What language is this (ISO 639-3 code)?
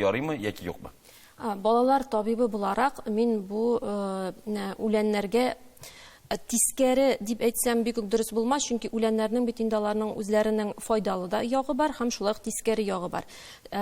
tat